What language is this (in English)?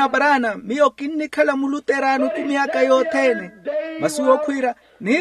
Makhuwa